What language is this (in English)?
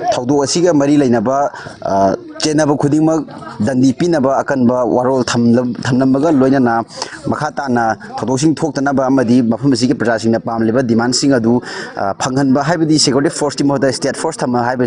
Manipuri